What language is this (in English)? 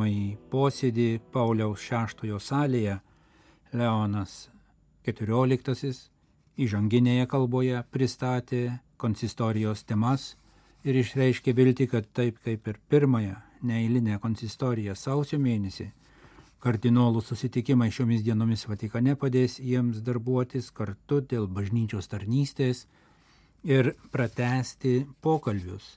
Lithuanian